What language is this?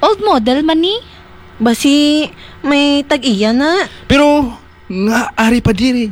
Hiligaynon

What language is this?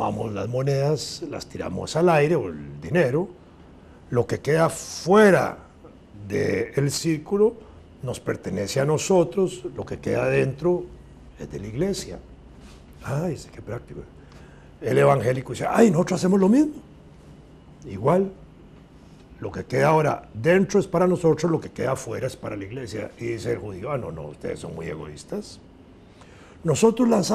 Spanish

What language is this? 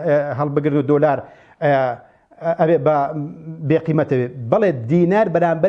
Central Kurdish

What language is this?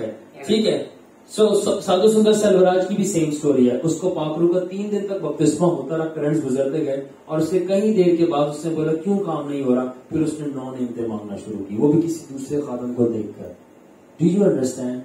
Urdu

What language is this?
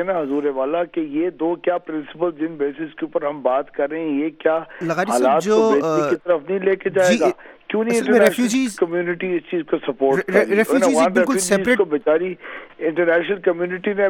Urdu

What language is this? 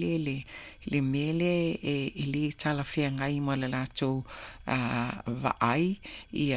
Samoan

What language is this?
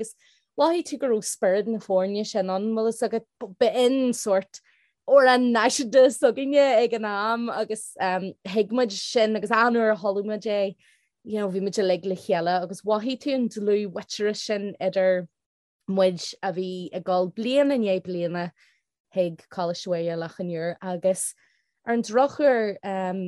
Irish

